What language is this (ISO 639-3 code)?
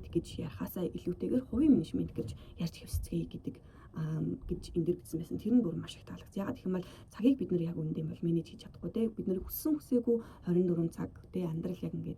mon